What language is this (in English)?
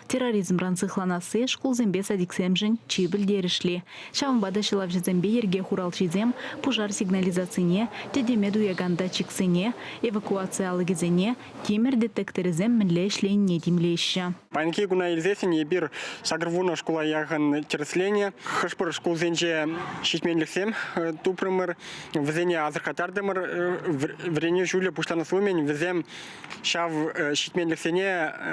Chuvash